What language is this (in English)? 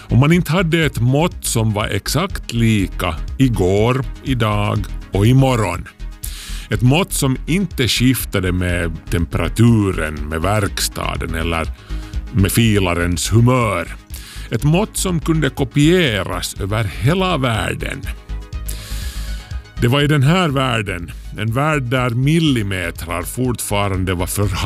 Swedish